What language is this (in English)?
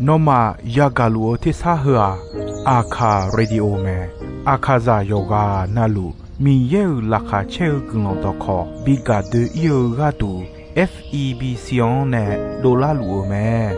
Akha